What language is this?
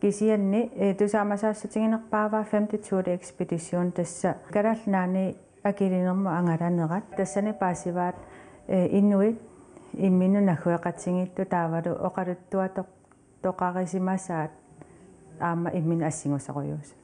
Kalaallisut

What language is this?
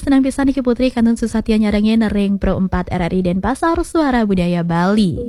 Balinese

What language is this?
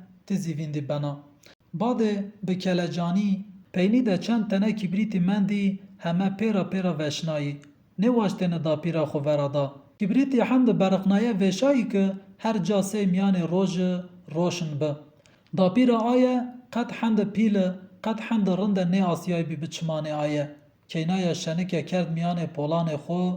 Zaza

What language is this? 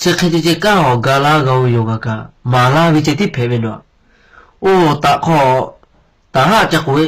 Lahu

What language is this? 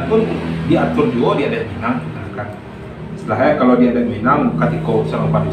Minangkabau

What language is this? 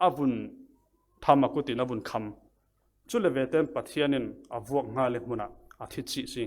Falam Chin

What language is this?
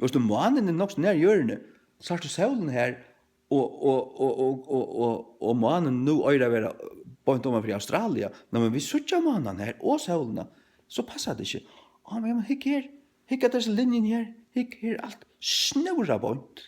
Faroese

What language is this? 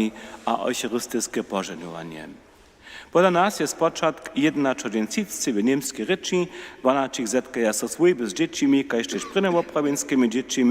Upper Sorbian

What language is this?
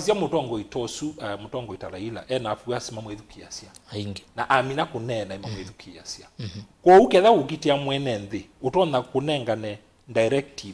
Kamba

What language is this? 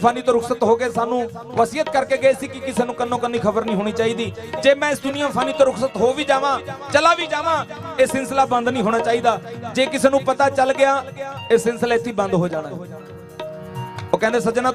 Punjabi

